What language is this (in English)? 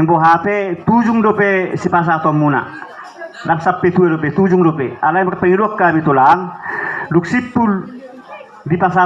Batak Toba